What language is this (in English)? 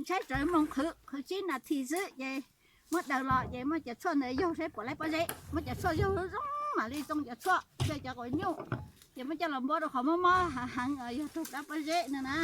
Hmong